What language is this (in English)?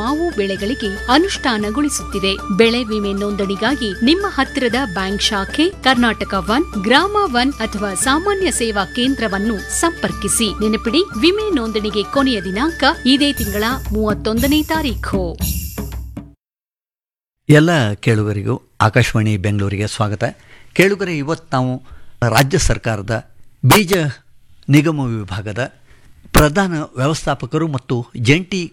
Kannada